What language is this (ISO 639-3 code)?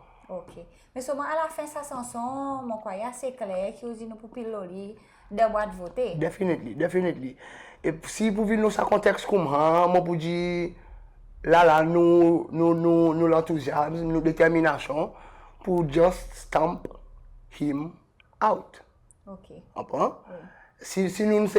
crs